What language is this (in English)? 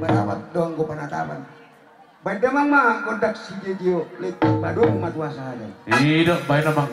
Batak Toba